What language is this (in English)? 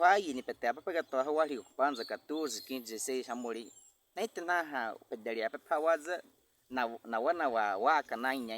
Baniwa